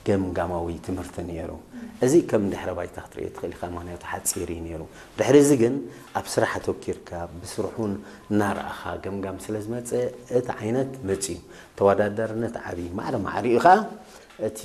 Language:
Tigrinya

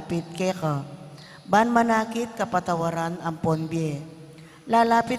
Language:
Pampanga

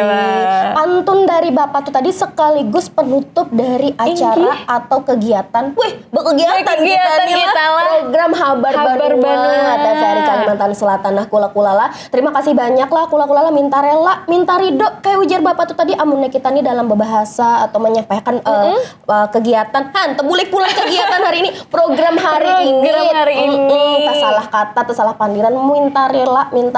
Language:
Banjar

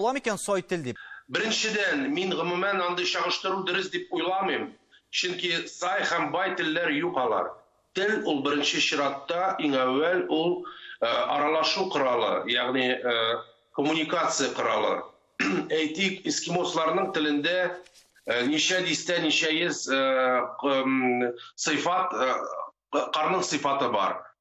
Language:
Tatar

